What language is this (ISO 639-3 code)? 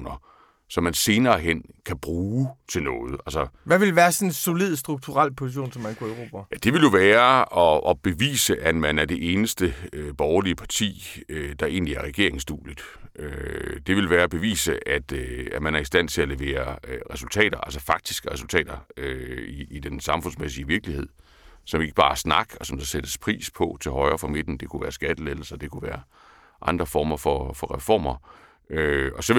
dan